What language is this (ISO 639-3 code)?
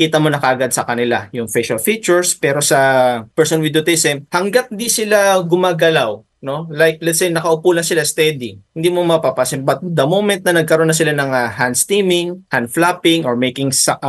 fil